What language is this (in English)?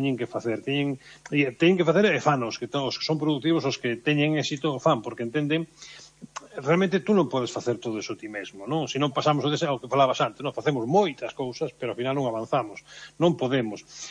Galician